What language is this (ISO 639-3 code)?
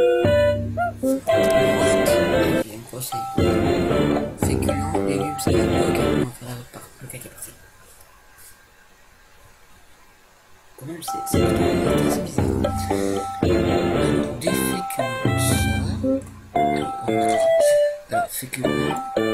fra